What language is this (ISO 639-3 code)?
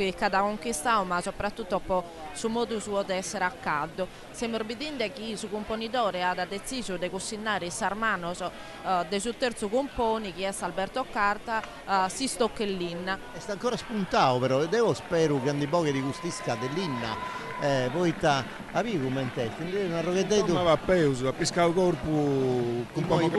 srd